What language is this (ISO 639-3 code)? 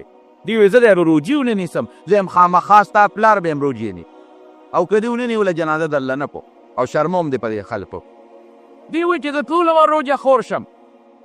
pus